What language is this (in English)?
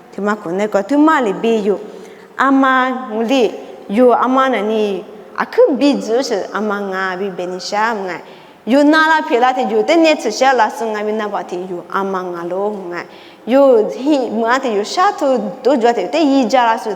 Lisu